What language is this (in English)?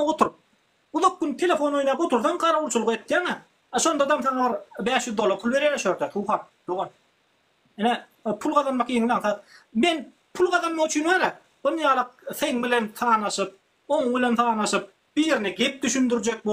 Turkmen